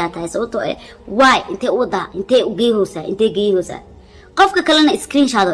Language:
Somali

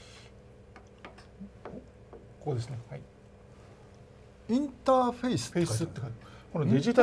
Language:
Japanese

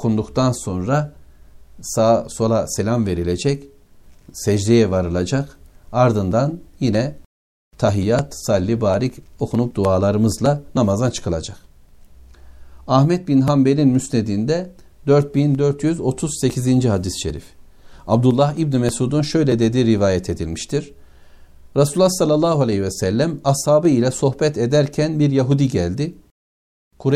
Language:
Turkish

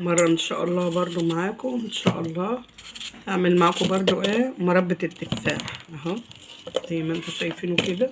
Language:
Egyptian Arabic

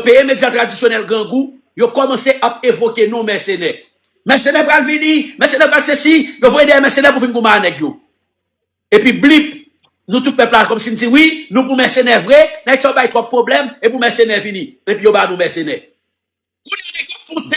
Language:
Haitian Creole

